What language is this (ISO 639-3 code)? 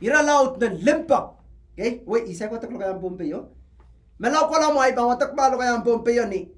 pon